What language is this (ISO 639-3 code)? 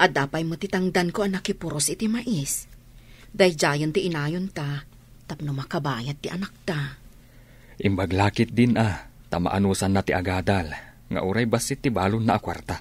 ilo